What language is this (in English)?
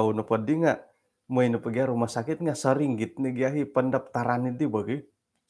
Central Dusun